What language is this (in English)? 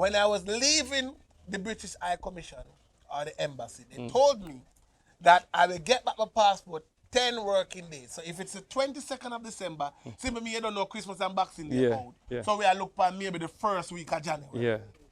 Jamaican Creole English